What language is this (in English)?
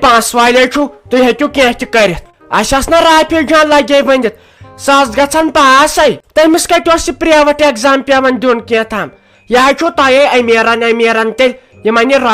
Kashmiri